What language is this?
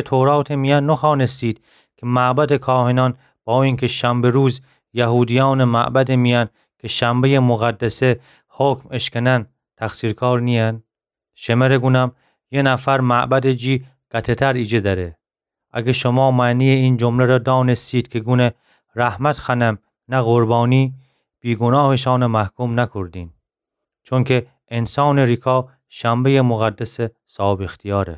Gilaki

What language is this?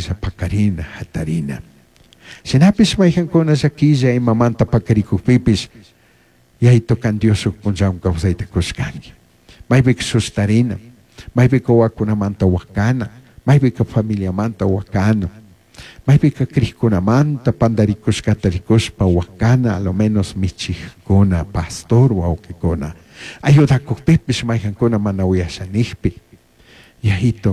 Chimborazo Highland Quichua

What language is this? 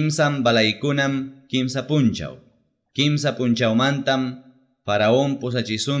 Ayacucho Quechua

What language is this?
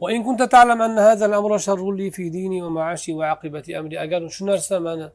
Uzbek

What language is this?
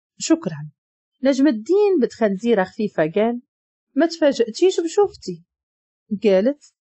Moroccan Arabic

